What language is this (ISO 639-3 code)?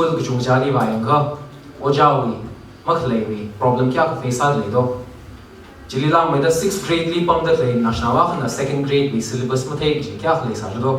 nmf